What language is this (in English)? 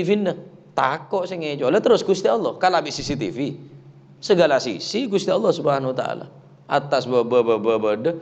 Madurese